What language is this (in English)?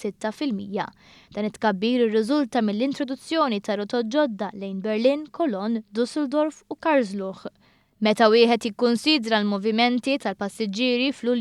Maltese